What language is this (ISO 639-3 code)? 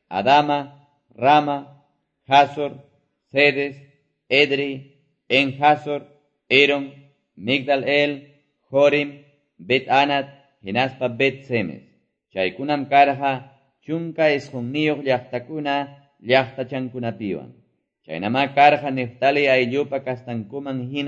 que